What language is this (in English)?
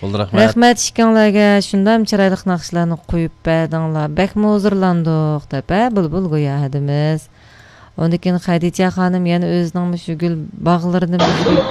Uyghur